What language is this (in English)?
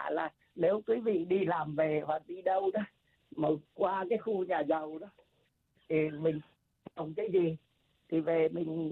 Vietnamese